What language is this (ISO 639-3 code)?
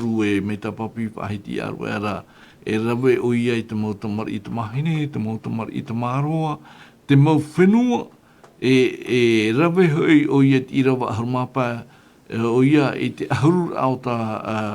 tah